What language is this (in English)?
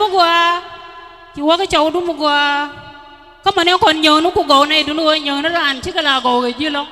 Nuer